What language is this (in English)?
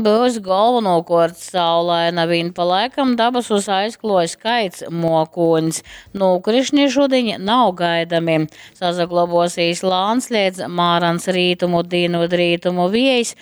Latgalian